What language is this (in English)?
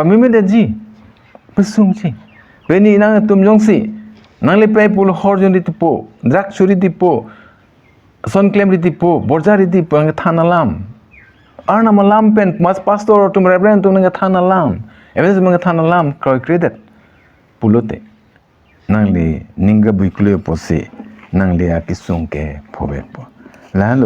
Karbi